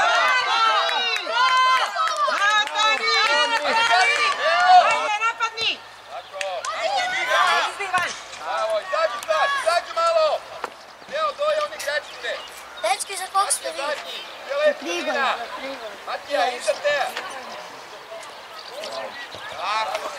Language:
Croatian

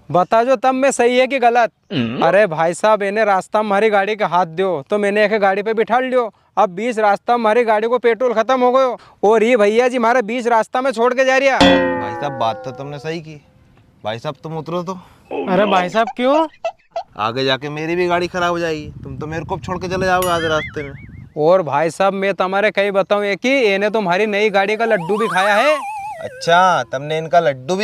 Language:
Rajasthani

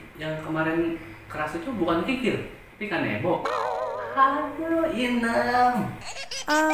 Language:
Betawi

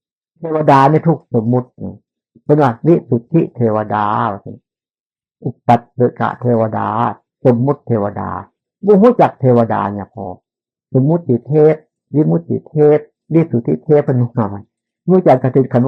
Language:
Northeastern Thai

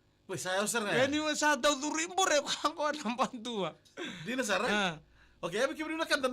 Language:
Fijian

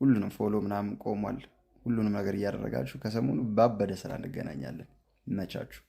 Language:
Amharic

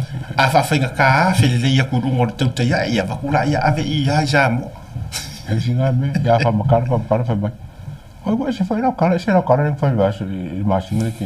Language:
Samoan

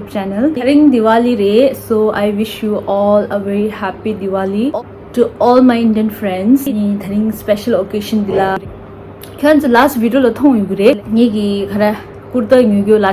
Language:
Tibetan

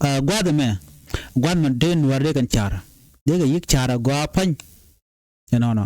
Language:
Nuer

